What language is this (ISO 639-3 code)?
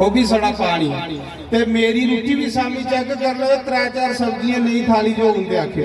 doi